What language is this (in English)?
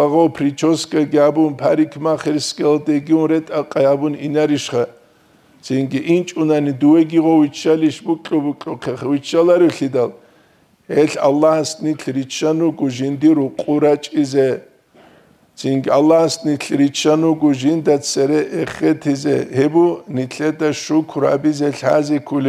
Avaric